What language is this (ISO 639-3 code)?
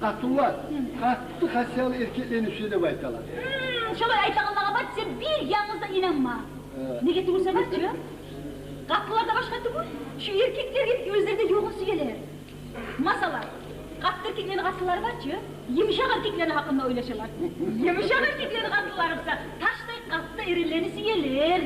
kum